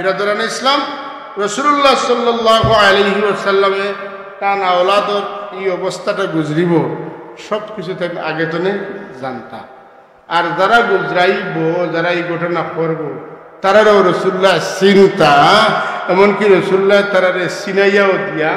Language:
Sylheti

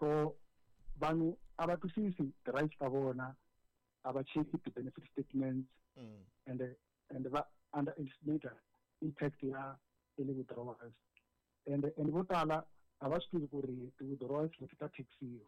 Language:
Tsonga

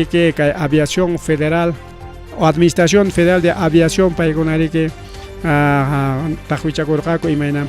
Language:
Ayacucho Quechua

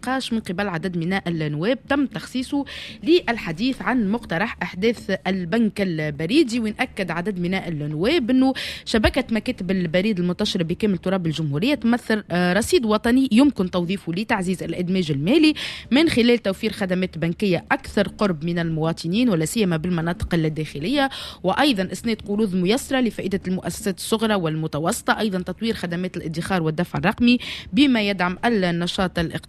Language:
Tunisian Arabic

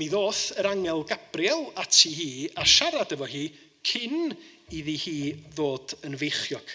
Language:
Welsh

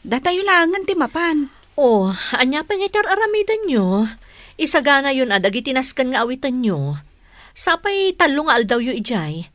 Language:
Iloko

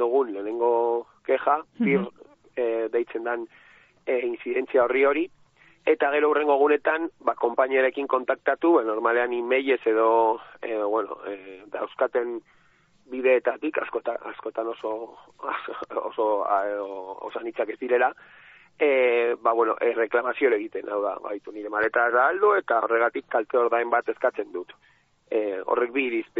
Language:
Basque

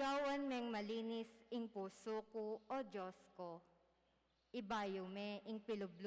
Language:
Pampanga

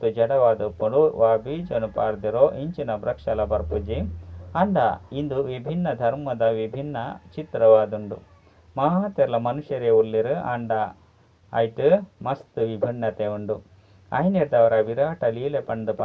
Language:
Tulu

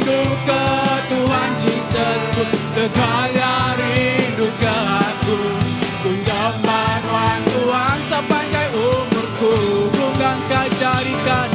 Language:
Iban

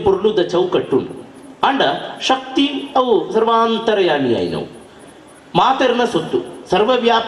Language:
Tulu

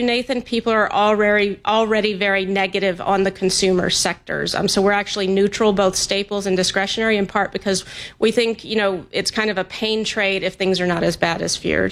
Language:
English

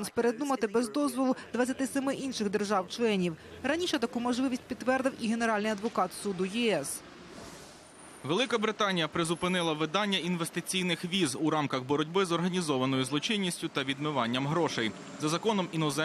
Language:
Ukrainian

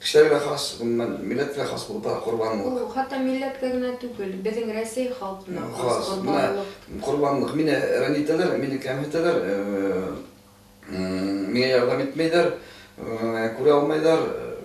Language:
Bashkir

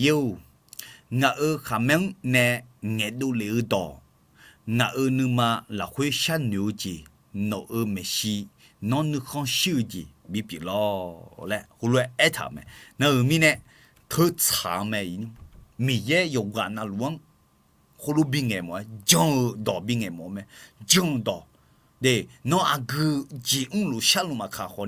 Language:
Akha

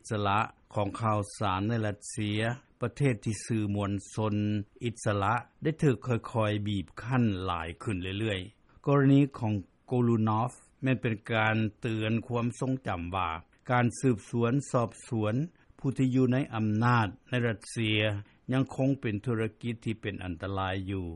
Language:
Lao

